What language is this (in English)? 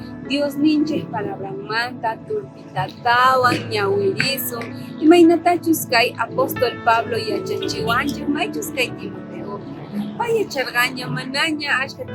South Bolivian Quechua